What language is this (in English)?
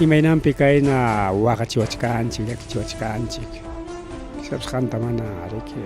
Ayacucho Quechua